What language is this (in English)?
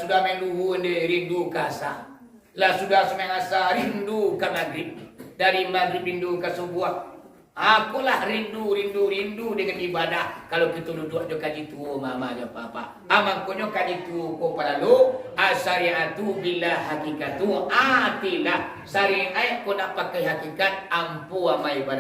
Minangkabau